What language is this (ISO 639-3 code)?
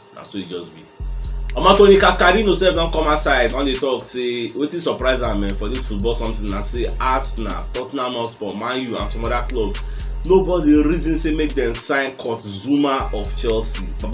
pcm